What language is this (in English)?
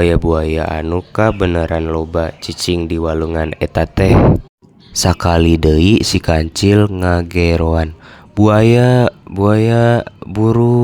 Sundanese